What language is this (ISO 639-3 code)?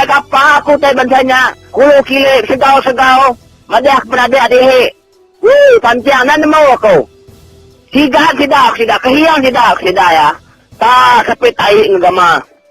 iba